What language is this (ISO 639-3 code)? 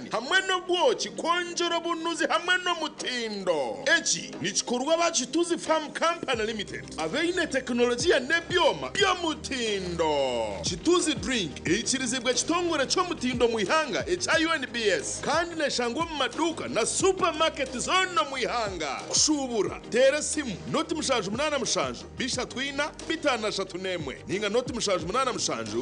nyn